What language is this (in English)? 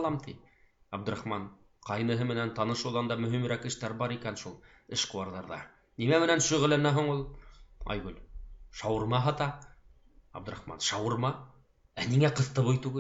Bashkir